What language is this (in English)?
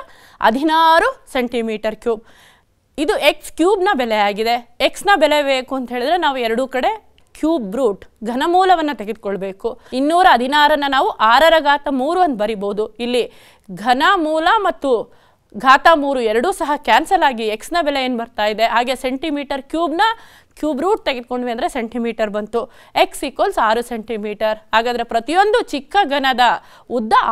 Kannada